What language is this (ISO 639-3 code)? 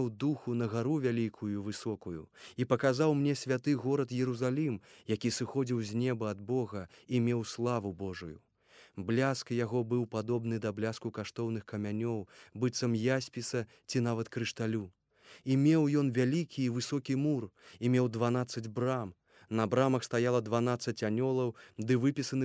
bel